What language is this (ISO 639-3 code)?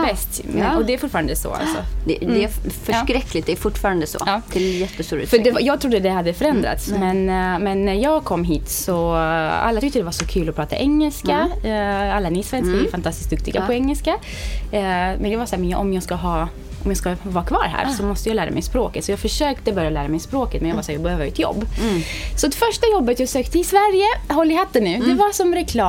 swe